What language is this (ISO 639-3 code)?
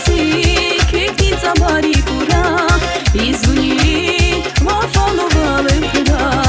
tab